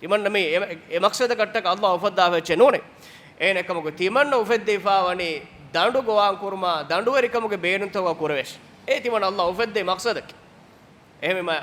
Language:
Divehi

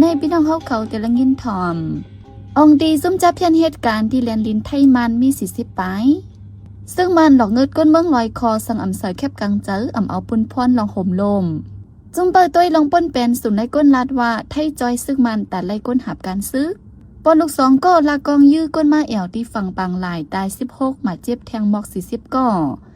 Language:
Shan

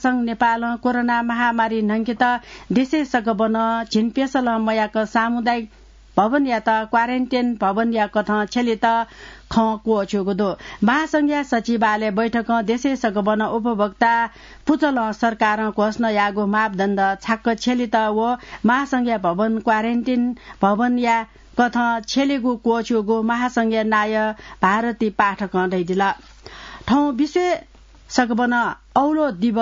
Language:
Newari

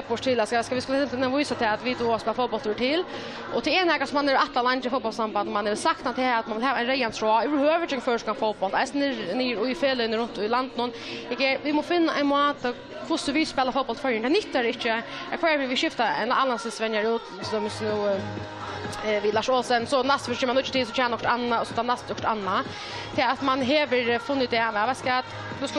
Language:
Faroese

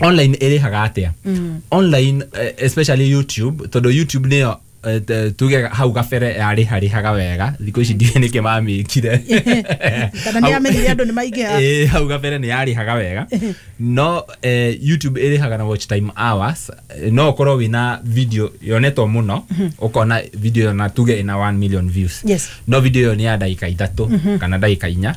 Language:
Kikuyu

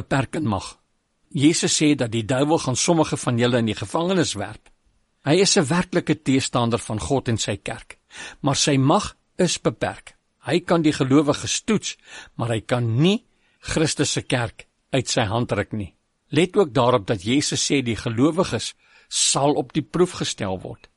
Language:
Afrikaans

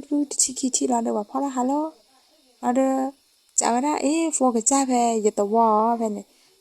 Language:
S'gaw Karen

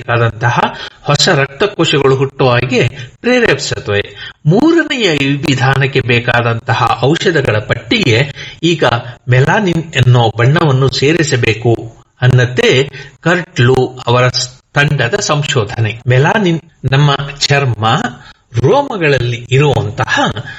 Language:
Kannada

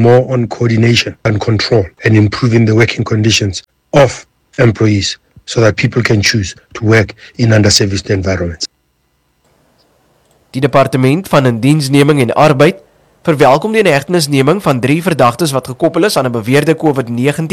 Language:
Afrikaans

